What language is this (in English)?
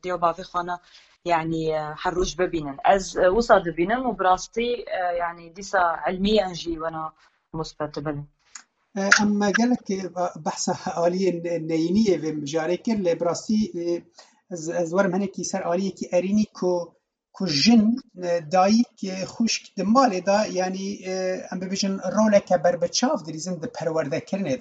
Kurdish